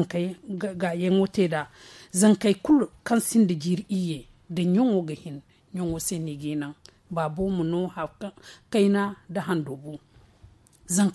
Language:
Zarma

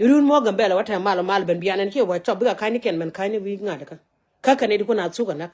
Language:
Nuer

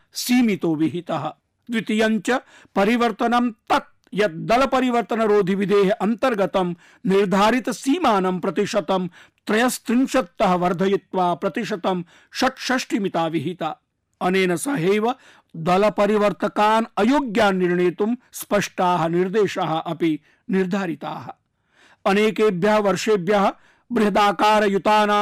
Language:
Sanskrit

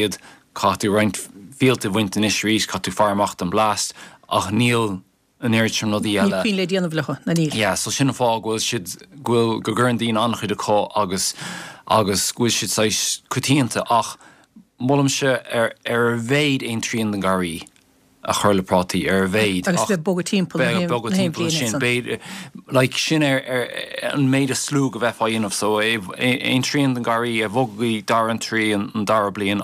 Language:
Irish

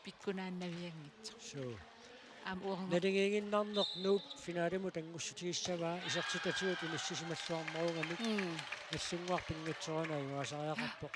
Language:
Kalaallisut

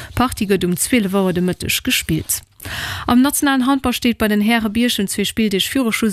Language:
Luxembourgish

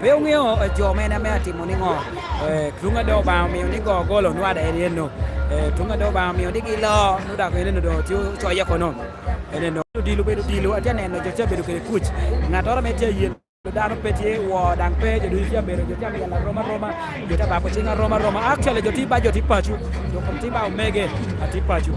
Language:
Lango (Uganda)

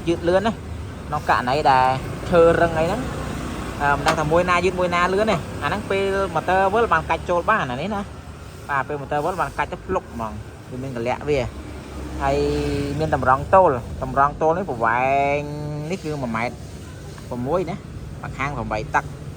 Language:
Khmer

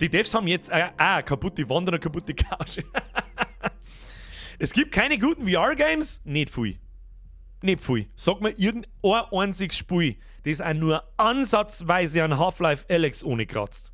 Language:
Bavarian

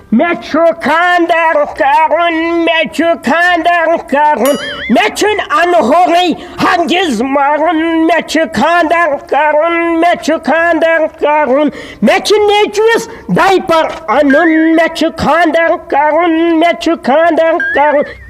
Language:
Kashmiri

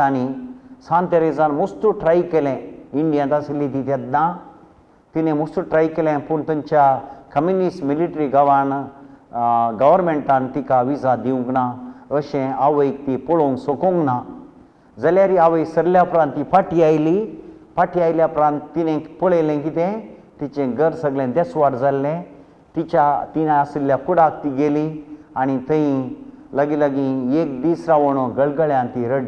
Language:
Konkani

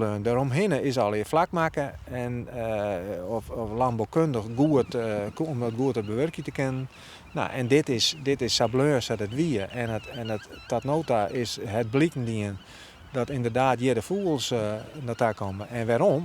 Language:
Western Frisian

